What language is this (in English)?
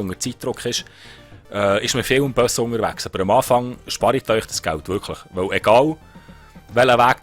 Swiss German